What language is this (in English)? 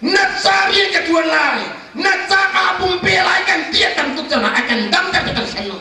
Hakha Chin